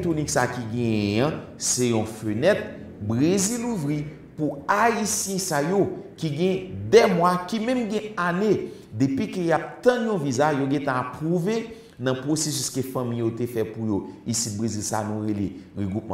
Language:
Haitian Creole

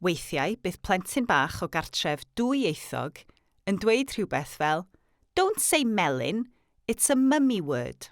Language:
Welsh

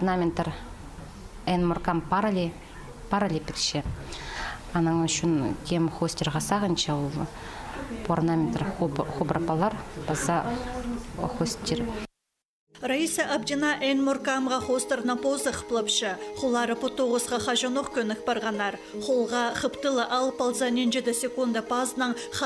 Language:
Khakas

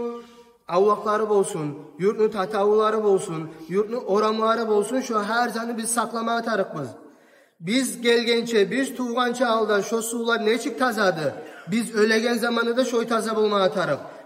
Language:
Kumyk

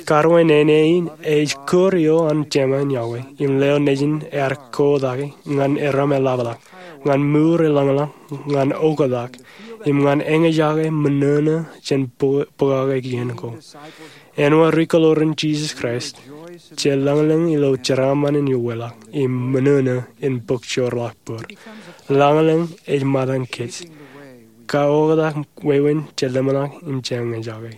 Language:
Marshallese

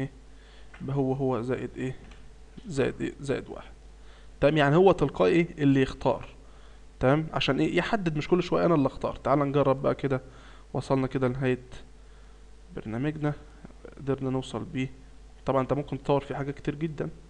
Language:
Egyptian Arabic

